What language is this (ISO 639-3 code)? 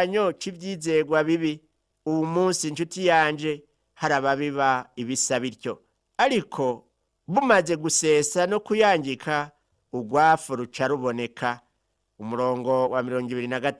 run